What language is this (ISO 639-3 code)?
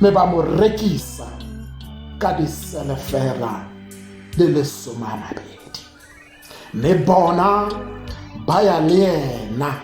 tsn